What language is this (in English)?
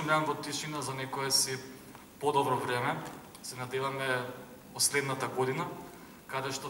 Macedonian